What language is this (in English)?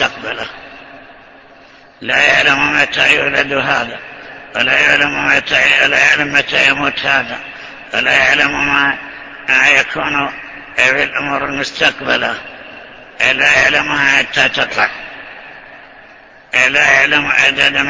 Arabic